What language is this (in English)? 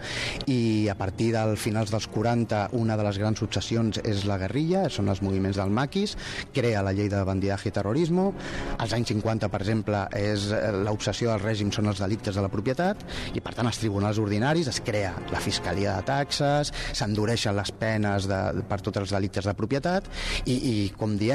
Catalan